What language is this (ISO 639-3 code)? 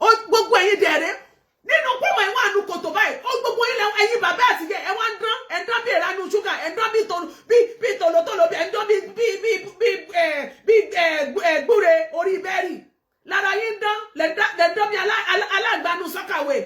yor